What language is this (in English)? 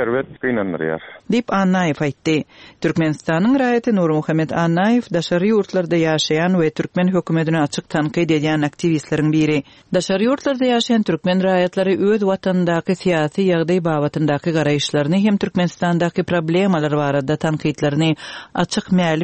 Turkmen